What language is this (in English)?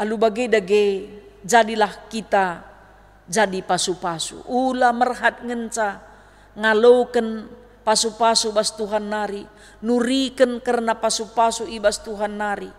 Batak Karo